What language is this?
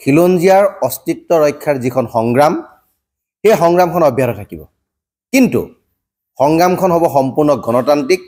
Assamese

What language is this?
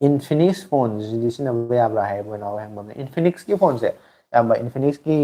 Manipuri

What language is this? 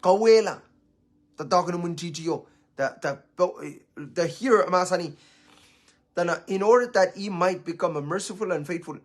Pohnpeian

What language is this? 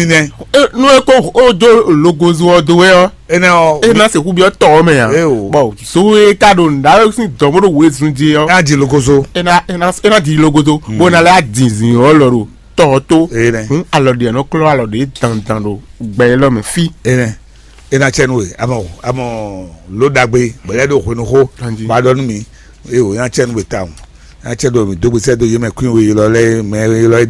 Fon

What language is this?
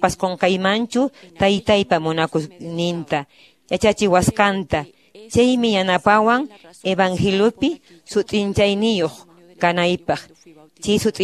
Quechua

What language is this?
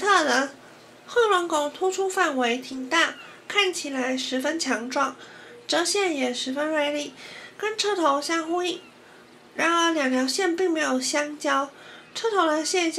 Chinese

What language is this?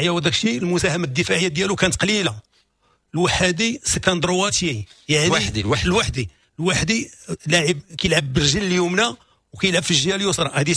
Moroccan Arabic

